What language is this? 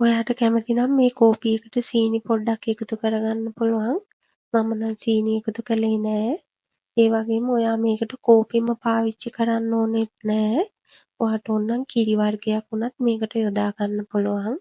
Sinhala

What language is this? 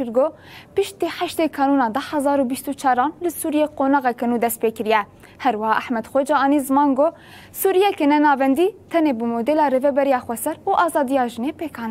Kurdish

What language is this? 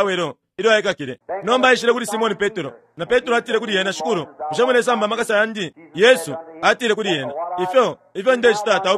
Bemba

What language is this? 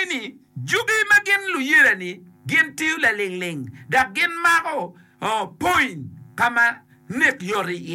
Acoli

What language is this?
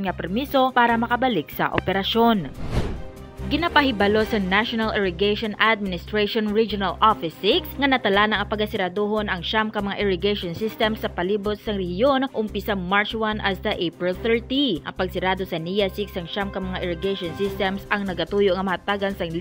Hiligaynon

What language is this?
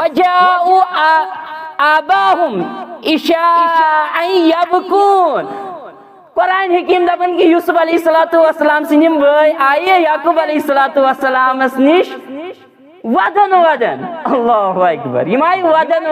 Kashmiri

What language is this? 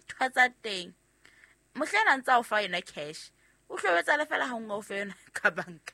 Southern Sotho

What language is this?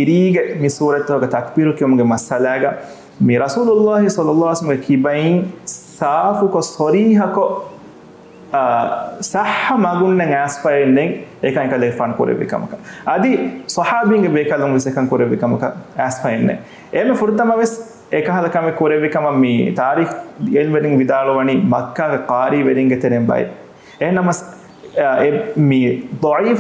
Divehi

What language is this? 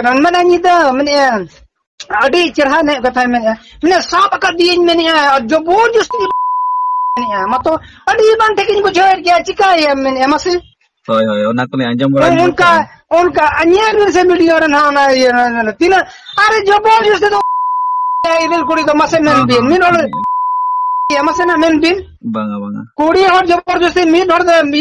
Santali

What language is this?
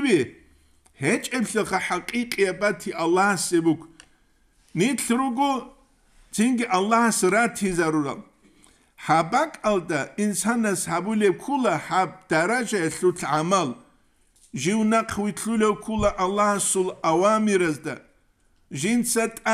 Avaric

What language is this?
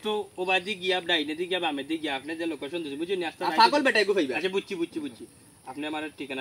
Sylheti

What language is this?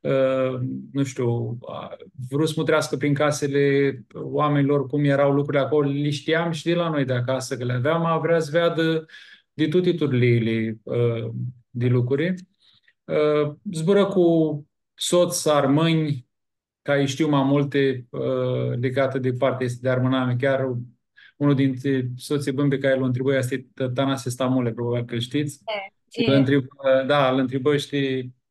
Aromanian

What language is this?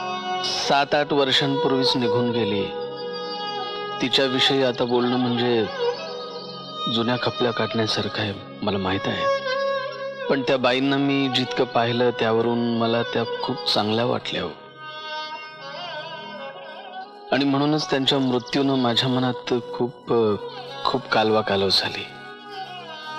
Marathi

